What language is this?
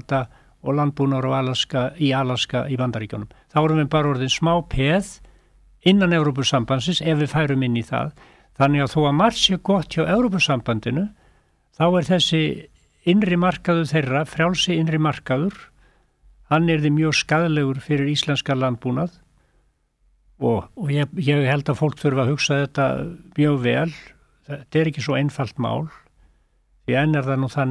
Icelandic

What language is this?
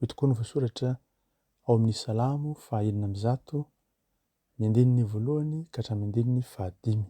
Malagasy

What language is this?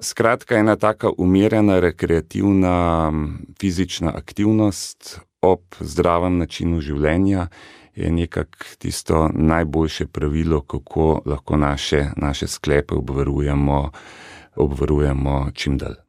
Slovenian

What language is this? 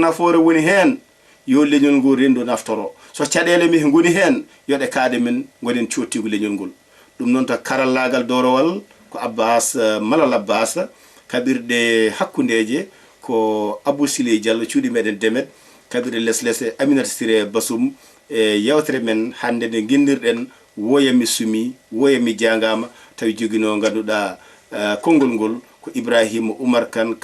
Fula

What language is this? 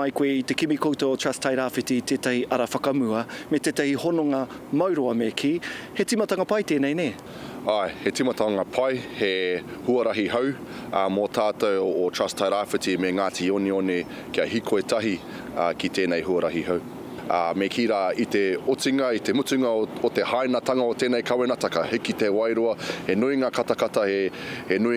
Māori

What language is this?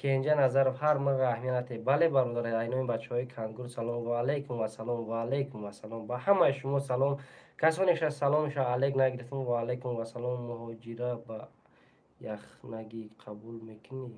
Tajik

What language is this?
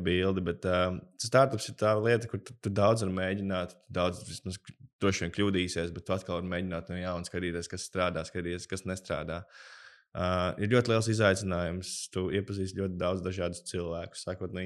Latvian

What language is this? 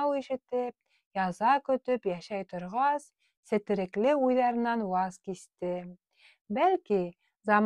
Bashkir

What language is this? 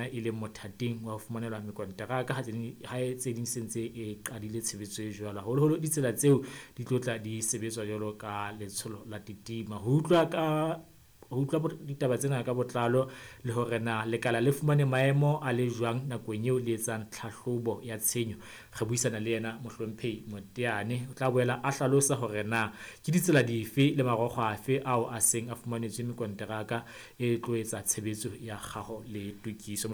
Southern Sotho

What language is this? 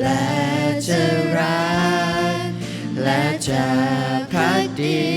Lahu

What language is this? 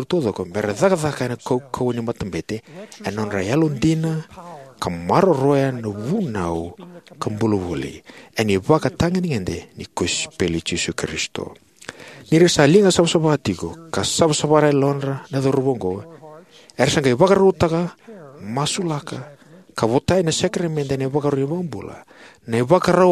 Fijian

